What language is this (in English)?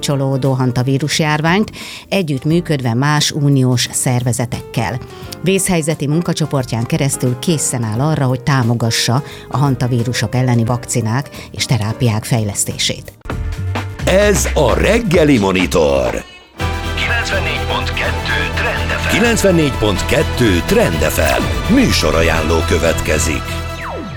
Hungarian